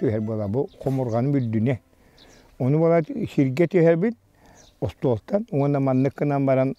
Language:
Yakut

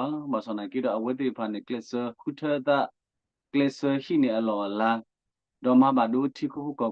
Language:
S'gaw Karen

